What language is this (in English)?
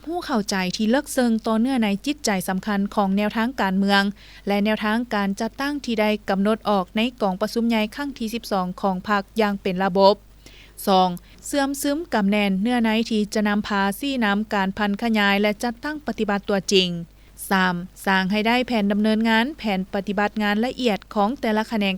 Lao